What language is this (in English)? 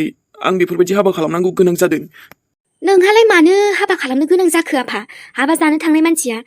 Bodo